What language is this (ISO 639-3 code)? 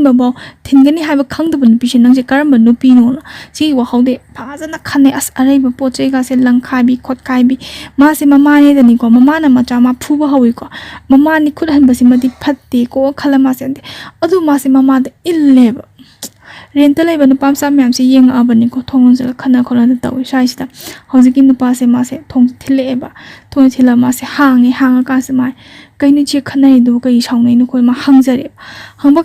mni